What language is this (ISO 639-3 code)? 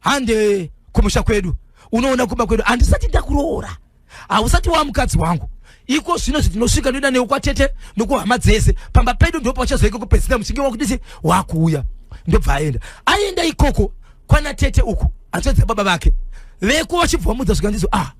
sna